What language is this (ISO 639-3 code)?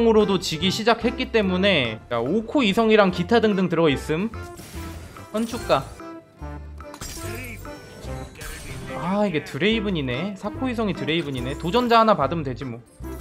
kor